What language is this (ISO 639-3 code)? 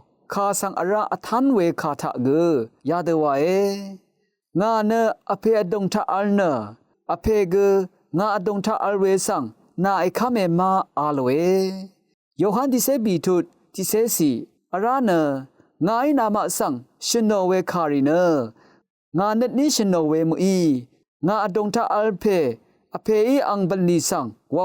raw